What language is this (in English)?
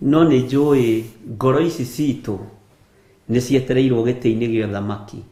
Kikuyu